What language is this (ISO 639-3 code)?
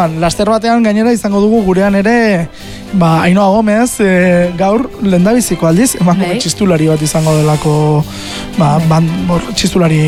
eus